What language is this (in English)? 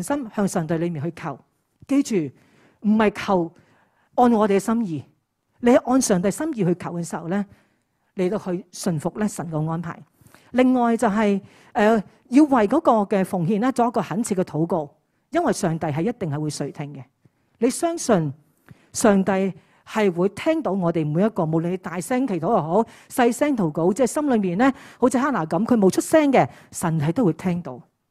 Cantonese